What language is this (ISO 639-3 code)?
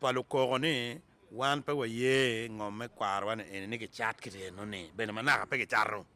ach